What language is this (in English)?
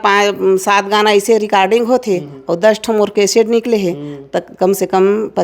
Chhattisgarhi